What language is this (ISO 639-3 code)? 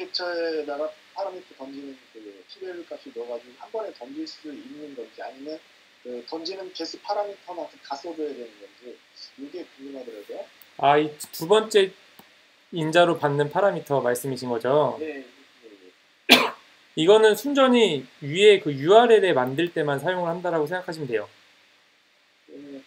kor